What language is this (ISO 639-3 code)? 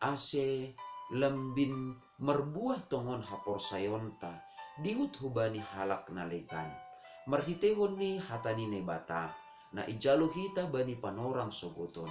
bts